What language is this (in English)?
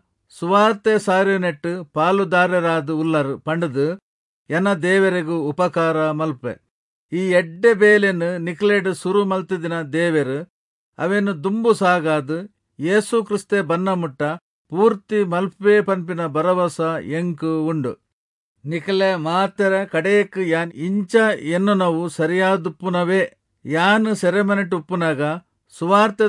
Tulu